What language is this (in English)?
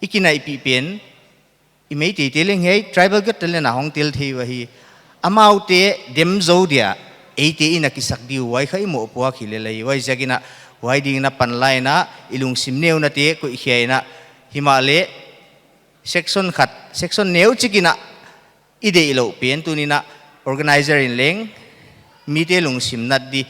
Paite Chin